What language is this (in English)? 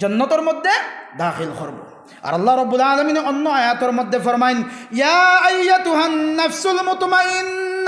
Sylheti